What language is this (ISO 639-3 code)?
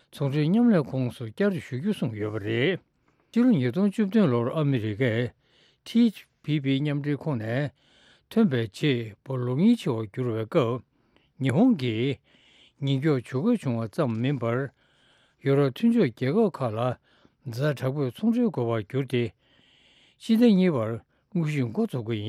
bod